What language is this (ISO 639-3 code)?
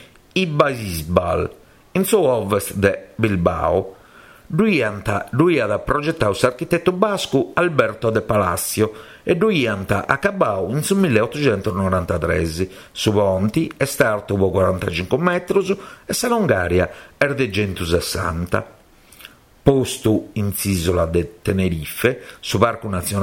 srd